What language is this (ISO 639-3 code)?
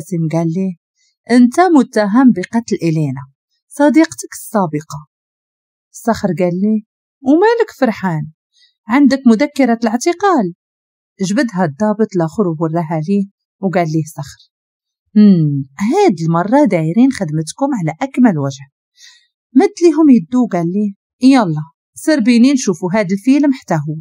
ary